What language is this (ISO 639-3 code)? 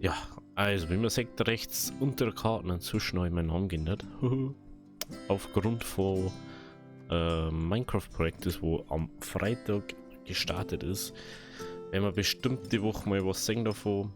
bar